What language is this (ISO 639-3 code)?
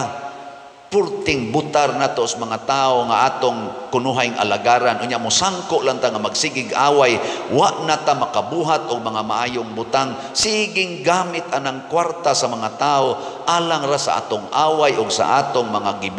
ceb